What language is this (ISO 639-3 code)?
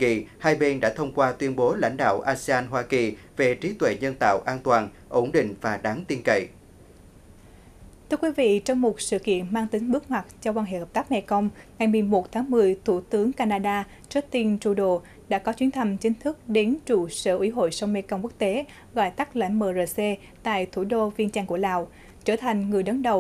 vie